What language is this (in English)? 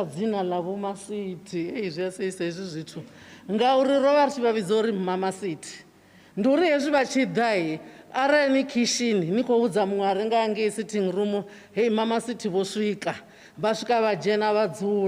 Venda